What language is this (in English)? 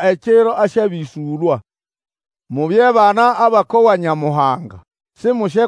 Nande